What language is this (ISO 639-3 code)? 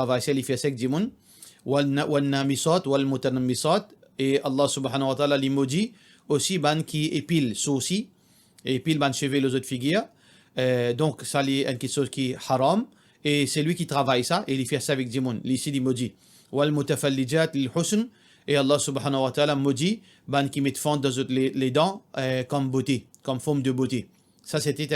mfe